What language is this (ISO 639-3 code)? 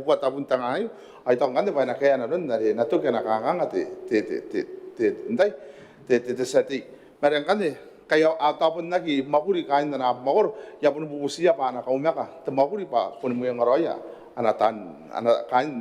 gil